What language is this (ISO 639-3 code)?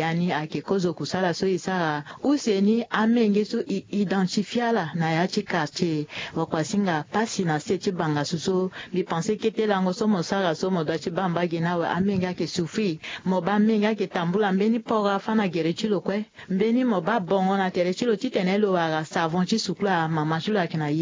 sag